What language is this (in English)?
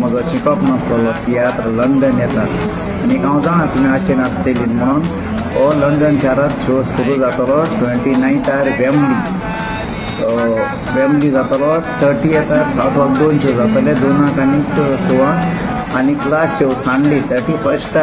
Konkani